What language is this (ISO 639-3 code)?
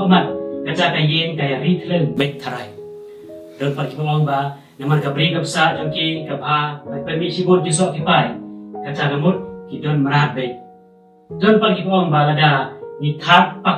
kha